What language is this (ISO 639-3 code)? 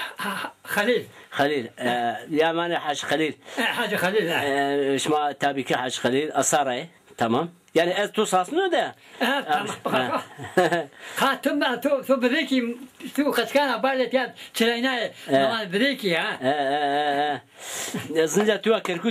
zza